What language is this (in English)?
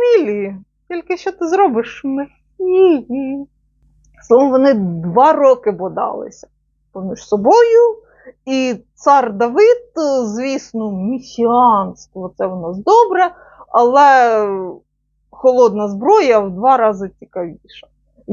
Ukrainian